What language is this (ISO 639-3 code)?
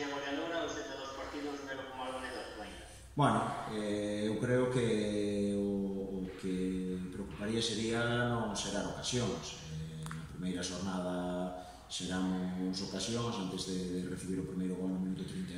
glg